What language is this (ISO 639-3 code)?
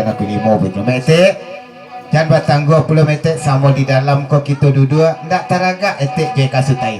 min